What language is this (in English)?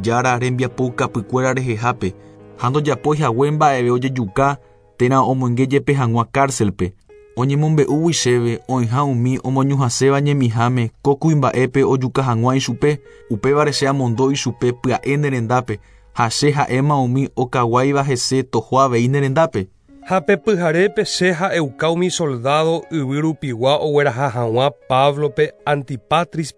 Guarani